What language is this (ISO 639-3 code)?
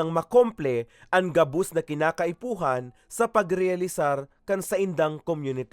bik